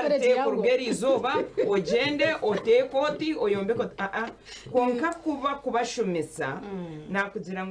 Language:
Nyankole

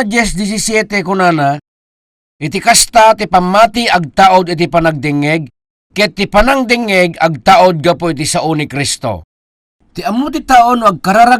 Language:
Iloko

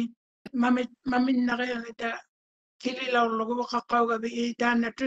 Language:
Māori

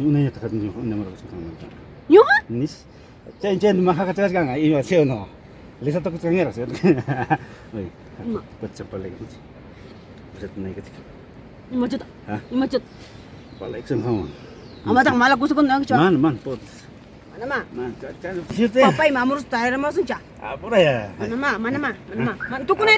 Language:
Ayacucho Quechua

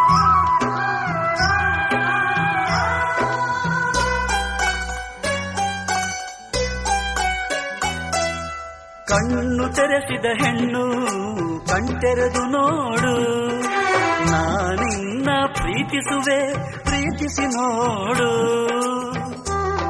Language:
Kannada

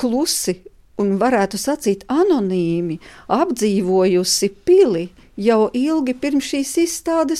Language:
Latvian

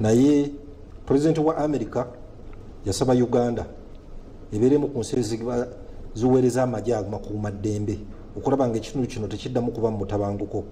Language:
Ganda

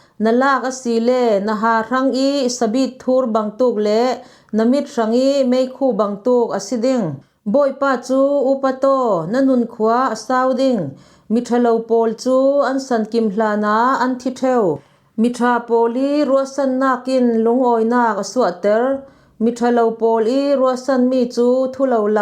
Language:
Falam Chin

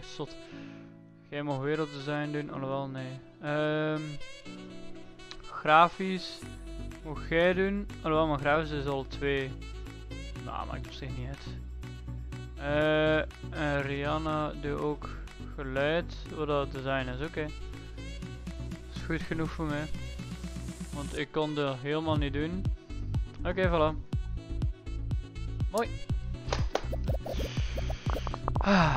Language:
Dutch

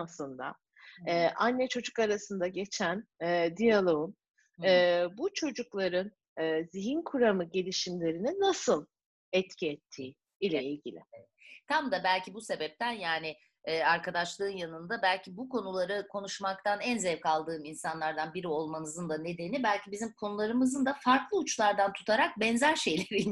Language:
Turkish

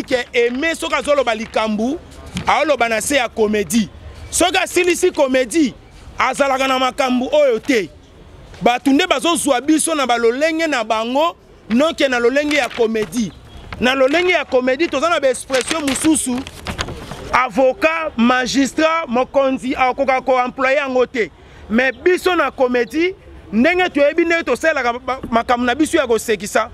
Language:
Lingala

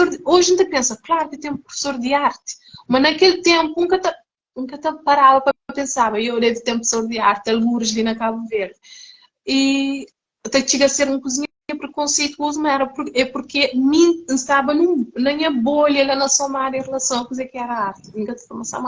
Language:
Kabuverdianu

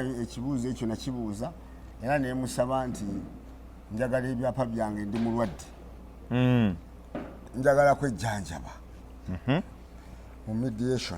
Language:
Ganda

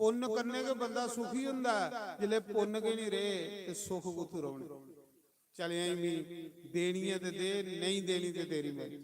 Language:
Dogri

